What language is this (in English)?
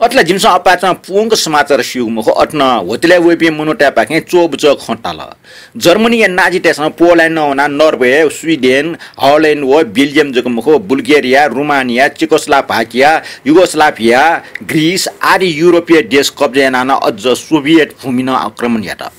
Newari